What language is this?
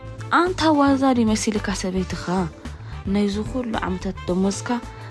Tigrinya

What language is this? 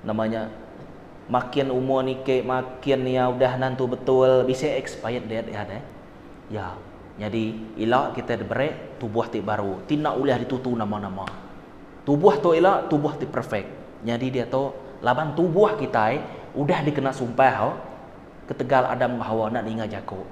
Iban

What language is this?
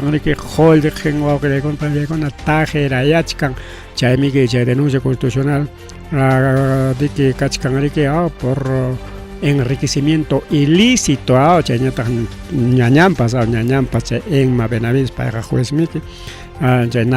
Ayacucho Quechua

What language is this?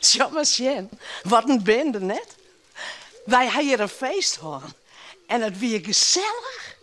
Western Frisian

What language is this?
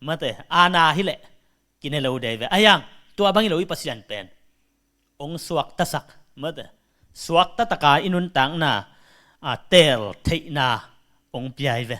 Tedim Chin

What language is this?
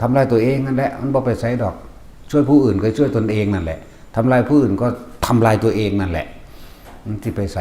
Northeastern Thai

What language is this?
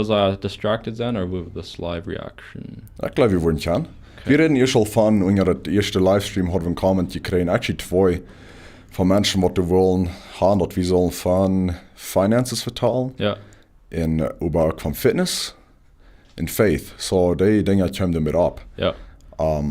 Plautdietsch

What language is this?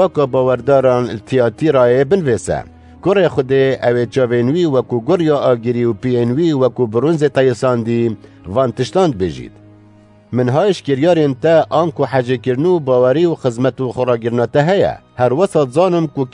Kurdish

